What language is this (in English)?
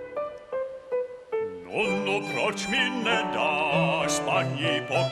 Czech